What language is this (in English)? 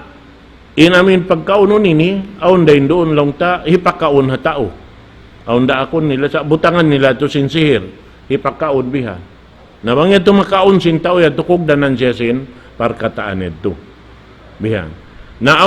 Tausug